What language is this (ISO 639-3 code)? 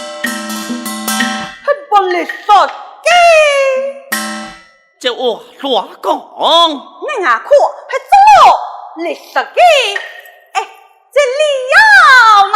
cpx